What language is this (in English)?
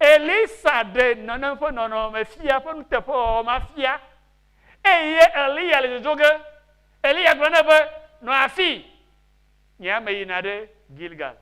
Ewe